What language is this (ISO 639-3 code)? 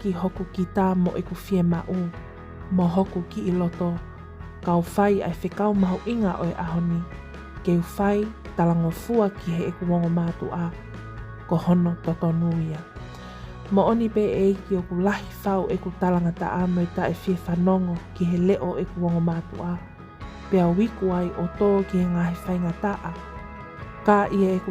ton